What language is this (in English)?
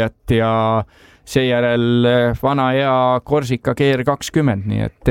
Estonian